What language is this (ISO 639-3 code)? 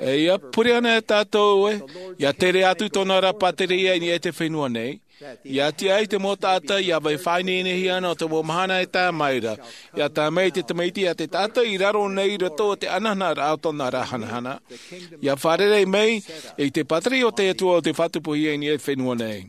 tah